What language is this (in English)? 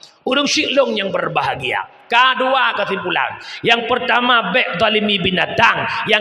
Achinese